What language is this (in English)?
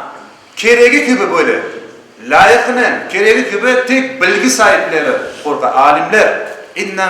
Crimean Tatar